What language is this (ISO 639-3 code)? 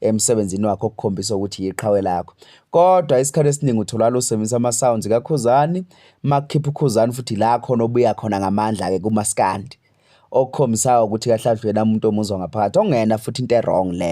zul